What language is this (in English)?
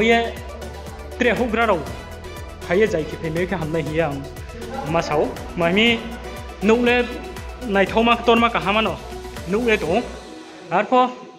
Riang (India)